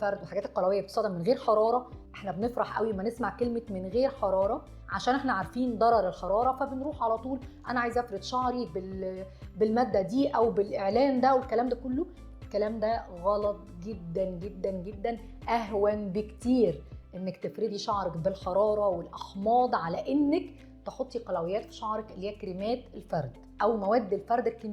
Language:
Egyptian Arabic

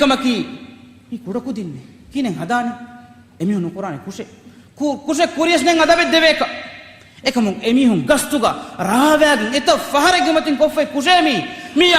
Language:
Divehi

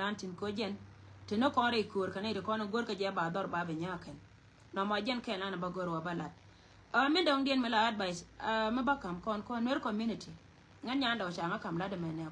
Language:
Nuer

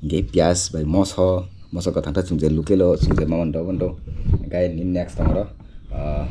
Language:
Kok Borok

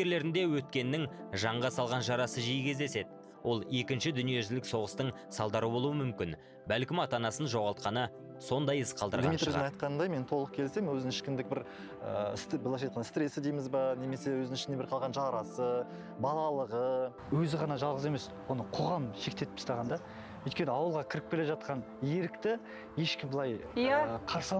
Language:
Kazakh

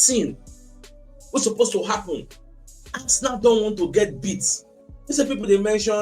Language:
Nigerian Pidgin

